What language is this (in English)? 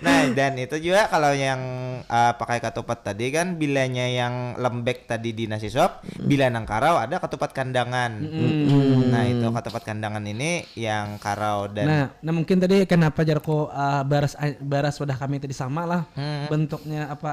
Banjar